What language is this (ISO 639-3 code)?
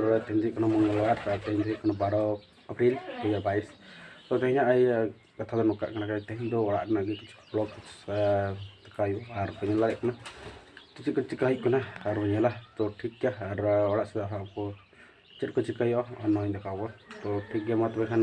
sat